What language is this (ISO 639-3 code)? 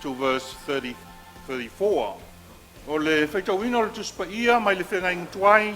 smo